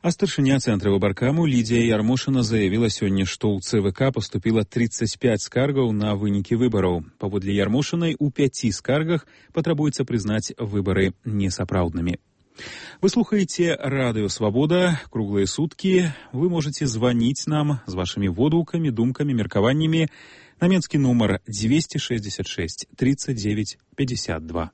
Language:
Belarusian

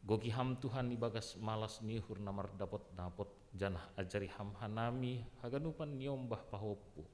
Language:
Batak Simalungun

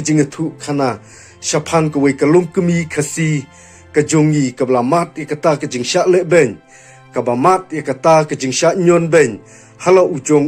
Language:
Khasi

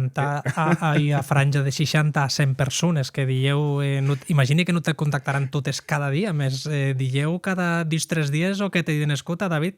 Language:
Occitan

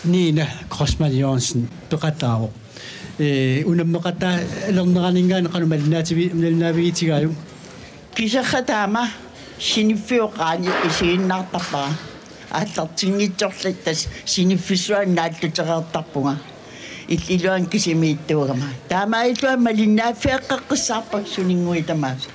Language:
Kalaallisut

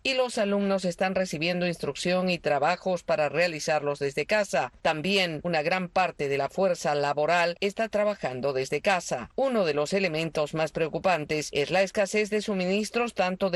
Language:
Spanish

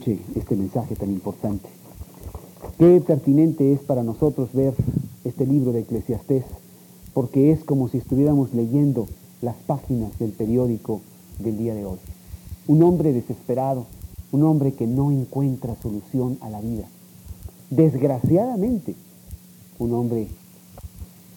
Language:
Spanish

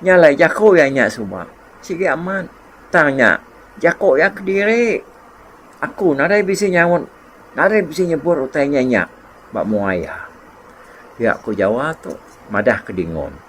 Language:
Iban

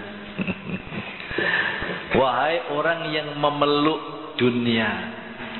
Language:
Javanese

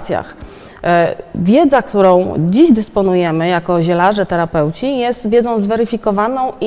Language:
Polish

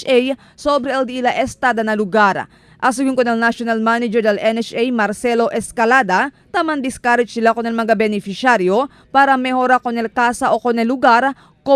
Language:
Chavacano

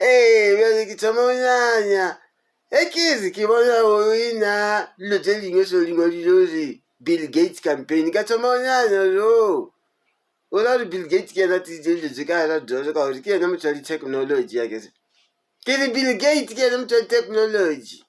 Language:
Northern Sotho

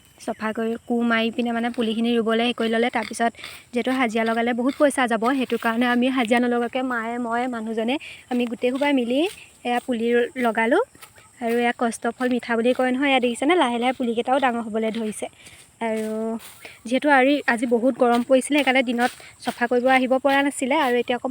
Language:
Assamese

